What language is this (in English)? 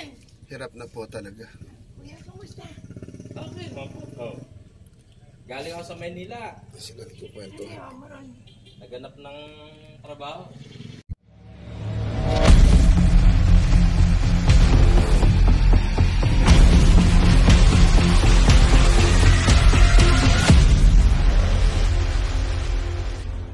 Filipino